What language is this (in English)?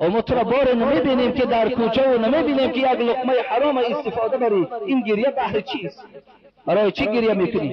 Tajik